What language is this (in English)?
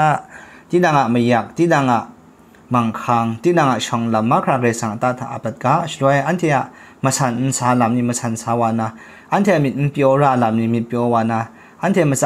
Kachin